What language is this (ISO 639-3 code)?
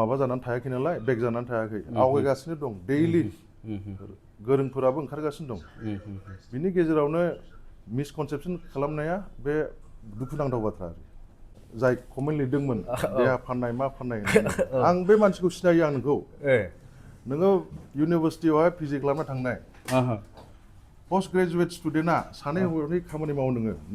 brx